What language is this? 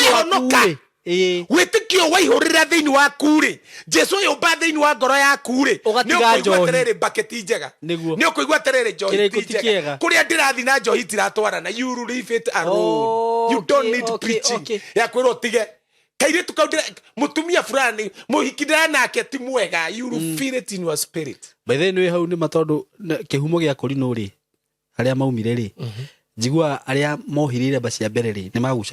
Kikuyu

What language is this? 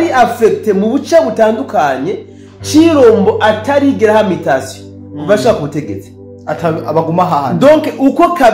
Rundi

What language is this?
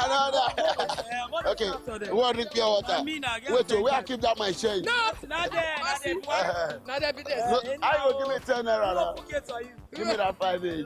Nigerian Pidgin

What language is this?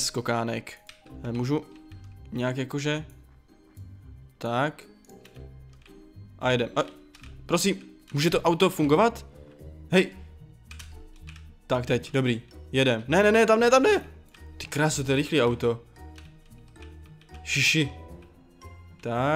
Czech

